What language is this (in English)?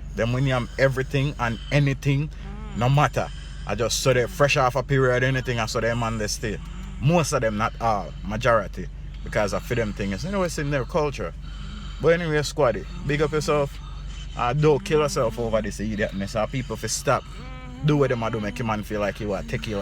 Jamaican Creole English